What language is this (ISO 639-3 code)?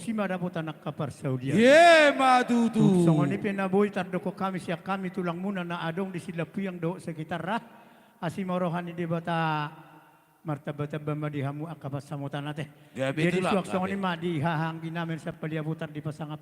bbc